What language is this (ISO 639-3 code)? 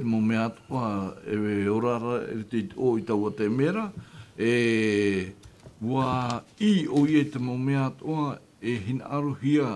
tah